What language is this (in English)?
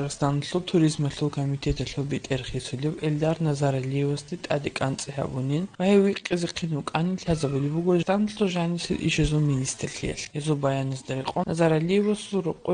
Avaric